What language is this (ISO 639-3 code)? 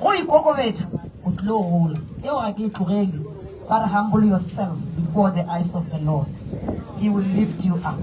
nso